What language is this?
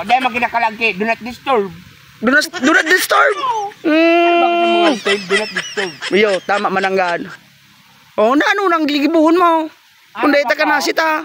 Bikol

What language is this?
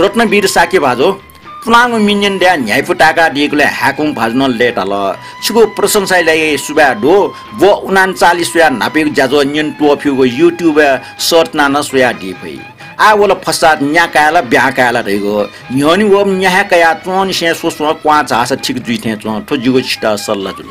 Newari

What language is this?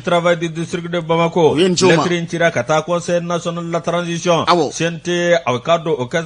Bambara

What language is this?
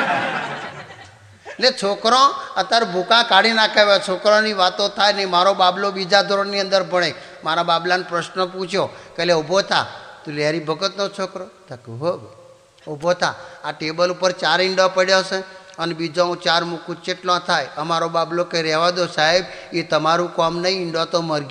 Gujarati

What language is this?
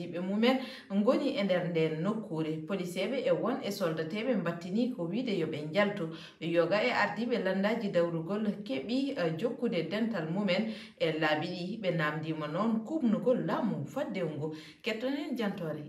Fula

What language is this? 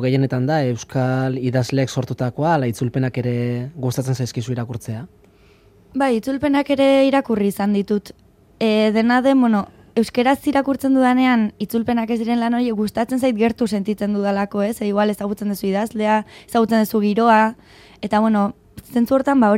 Basque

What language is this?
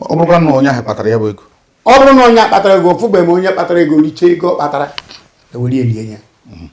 Igbo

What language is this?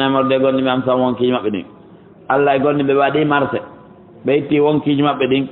Fula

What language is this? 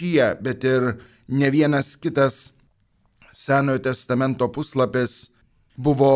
Lithuanian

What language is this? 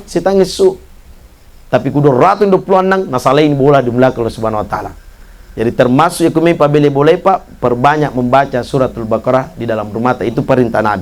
Buginese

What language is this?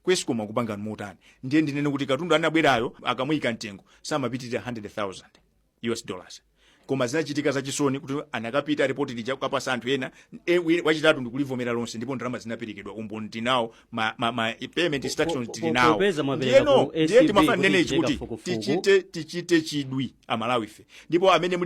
Nyanja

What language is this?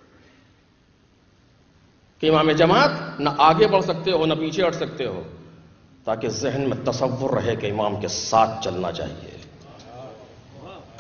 Urdu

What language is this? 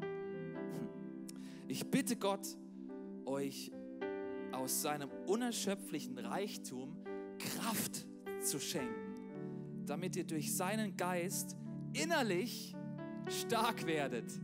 Swiss German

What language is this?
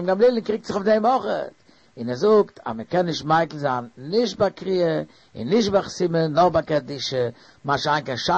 Yiddish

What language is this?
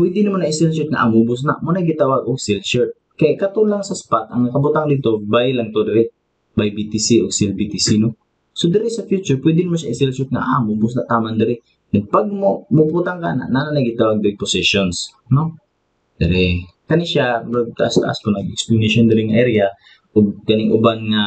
Cebuano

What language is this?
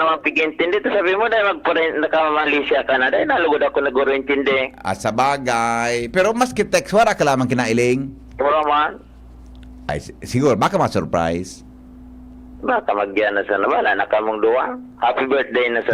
Bikol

